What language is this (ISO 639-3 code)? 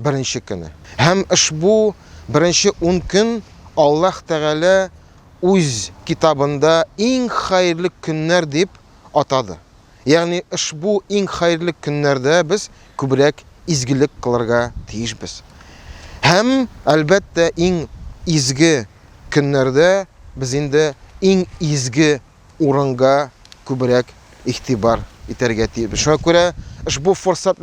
tat